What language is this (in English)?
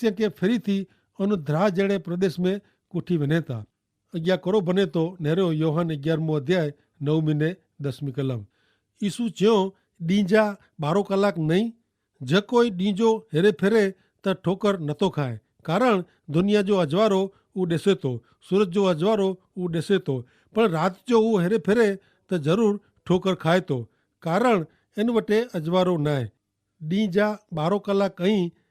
Kachhi